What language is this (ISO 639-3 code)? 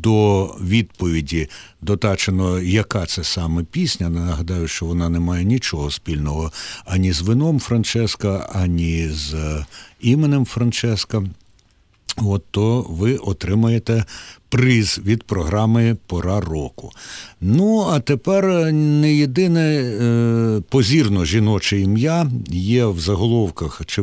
ukr